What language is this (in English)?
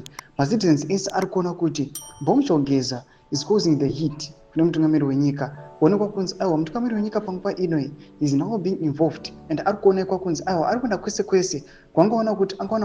Shona